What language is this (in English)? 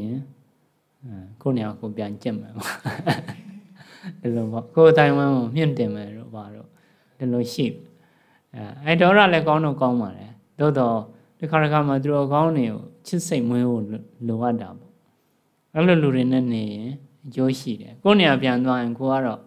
Burmese